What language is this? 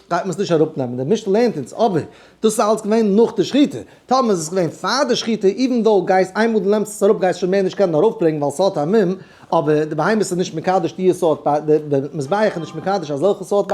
Yiddish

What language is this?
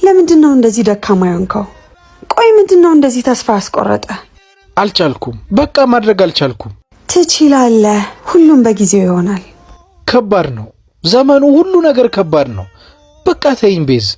Amharic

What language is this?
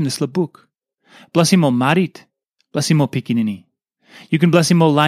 Tok Pisin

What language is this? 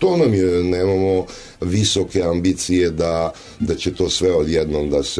Serbian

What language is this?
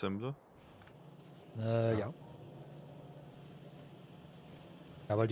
German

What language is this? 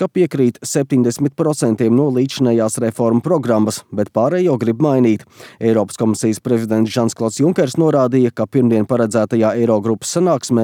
Latvian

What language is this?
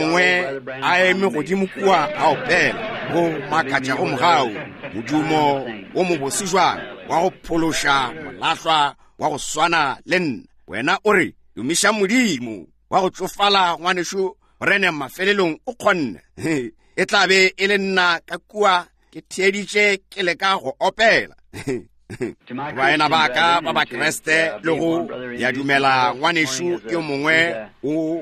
Northern Sotho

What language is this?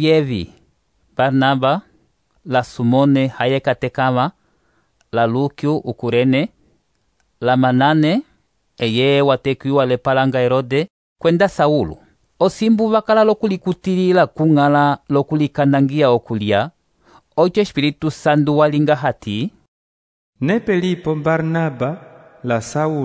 Umbundu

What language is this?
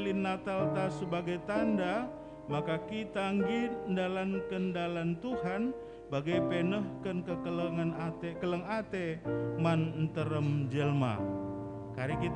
Batak Karo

